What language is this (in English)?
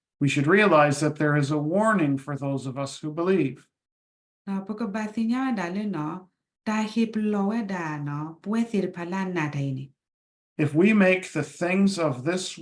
S'gaw Karen